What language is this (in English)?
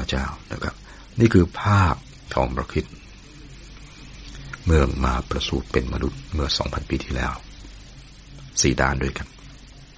Thai